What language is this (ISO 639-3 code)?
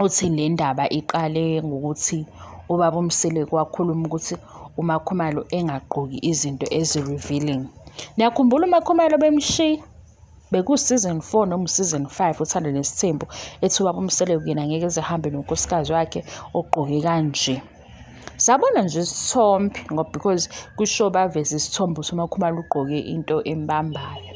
zul